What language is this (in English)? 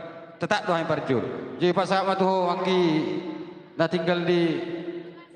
Batak Toba